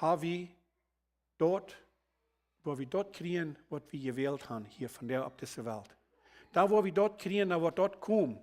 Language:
Plautdietsch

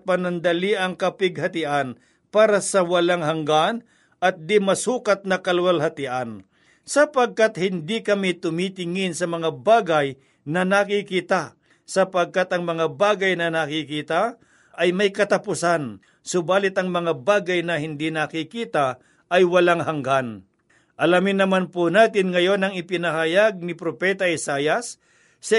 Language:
Filipino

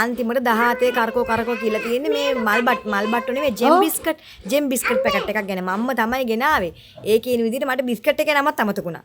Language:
Sinhala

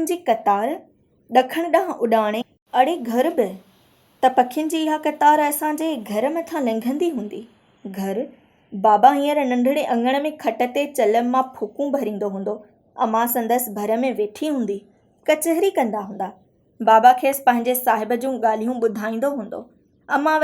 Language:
Sindhi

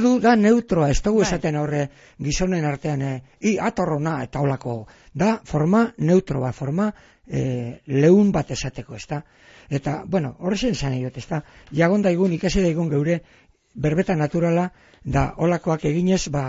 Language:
Basque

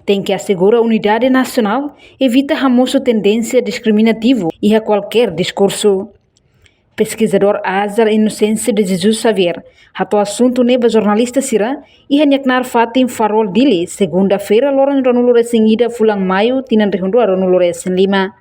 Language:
Tetum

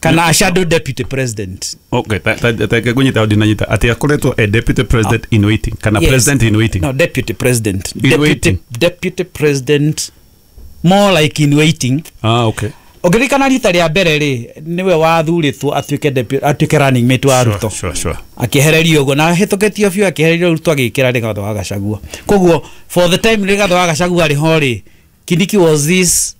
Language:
Kikuyu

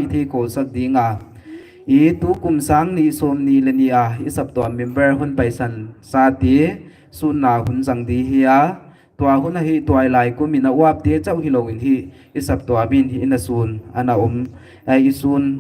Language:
Paite Chin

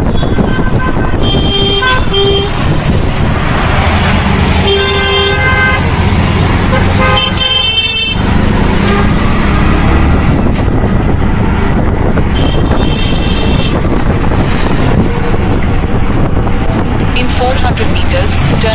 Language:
Malayalam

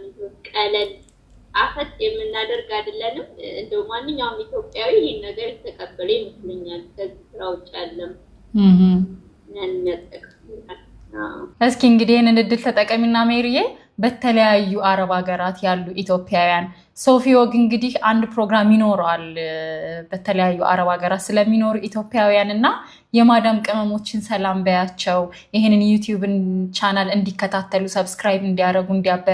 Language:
Amharic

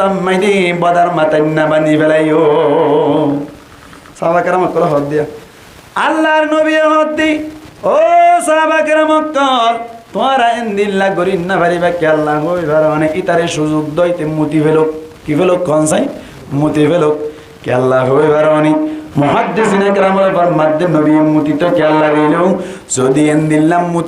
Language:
Rohingya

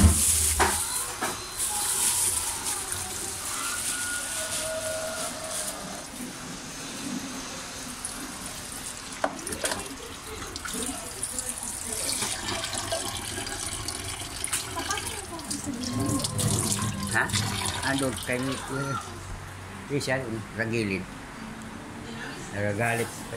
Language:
Filipino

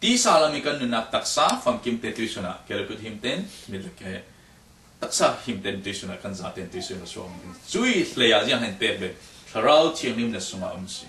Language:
Falam Chin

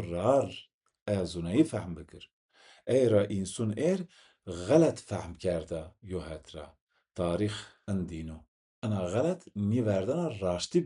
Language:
Zaza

